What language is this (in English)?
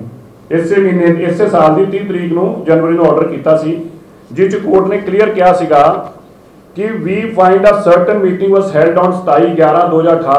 Punjabi